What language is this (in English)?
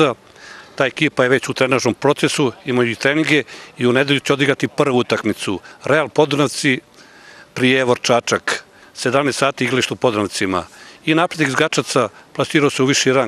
Serbian